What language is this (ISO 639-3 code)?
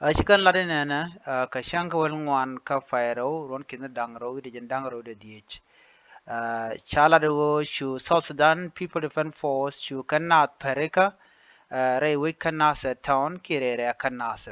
nus